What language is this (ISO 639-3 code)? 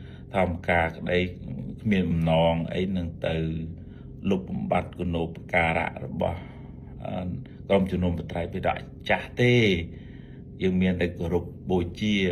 khm